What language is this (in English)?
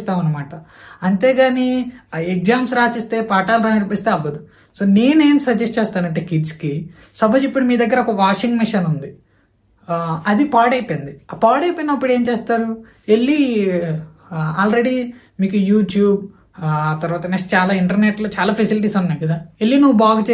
Telugu